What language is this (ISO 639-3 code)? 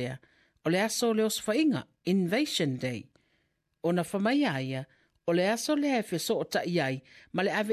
smo